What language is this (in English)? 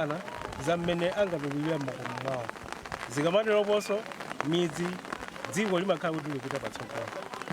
Nyanja